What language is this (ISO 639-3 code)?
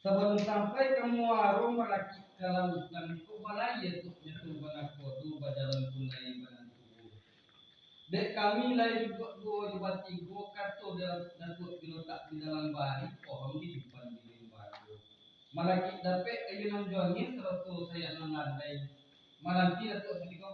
min